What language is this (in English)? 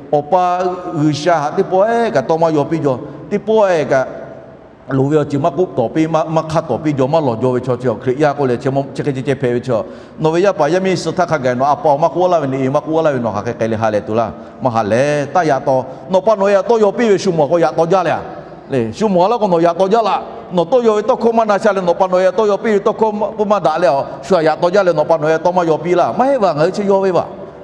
Lahu